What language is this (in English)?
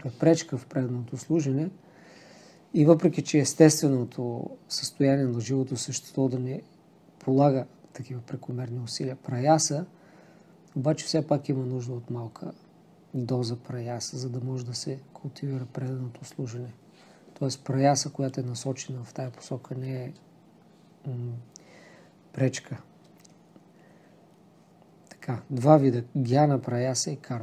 Bulgarian